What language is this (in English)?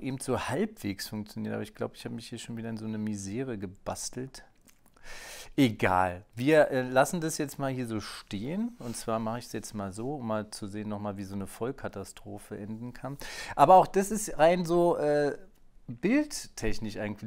German